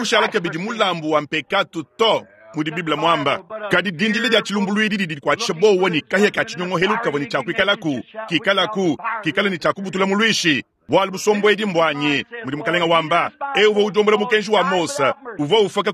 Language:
Luba-Lulua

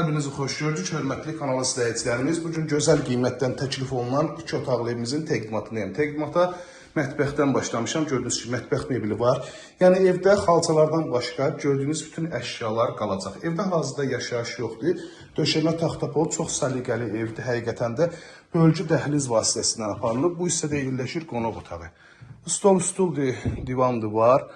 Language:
Azerbaijani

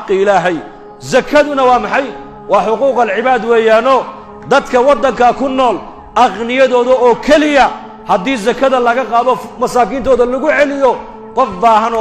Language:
Somali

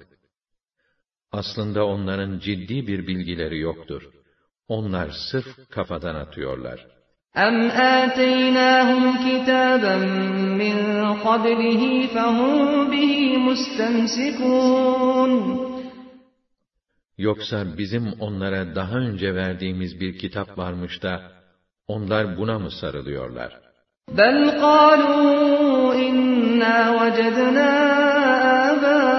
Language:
Turkish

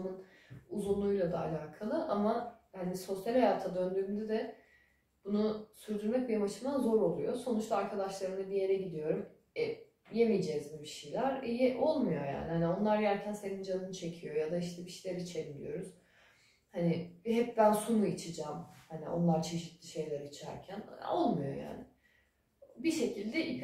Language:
Turkish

